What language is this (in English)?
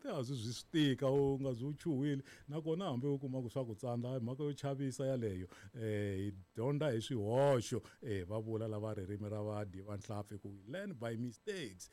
Tsonga